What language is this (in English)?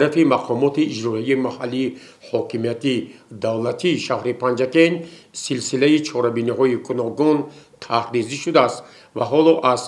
Tajik